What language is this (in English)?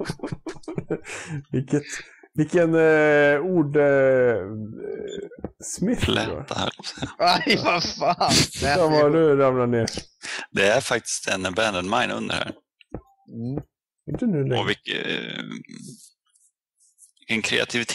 Swedish